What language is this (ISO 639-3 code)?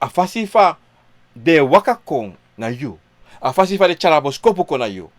srn